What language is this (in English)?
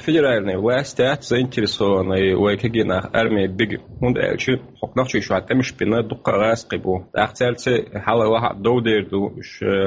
Chechen